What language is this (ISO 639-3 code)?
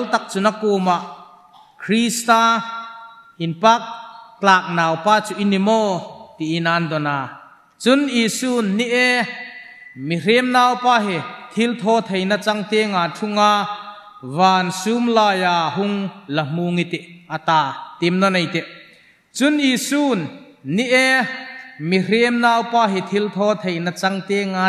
hmr